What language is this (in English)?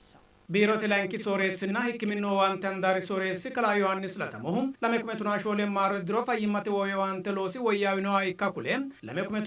Sidamo